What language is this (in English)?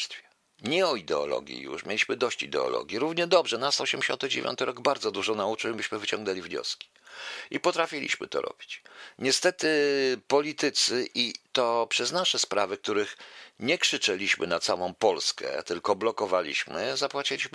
Polish